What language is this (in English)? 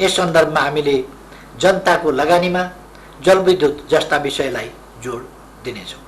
Nepali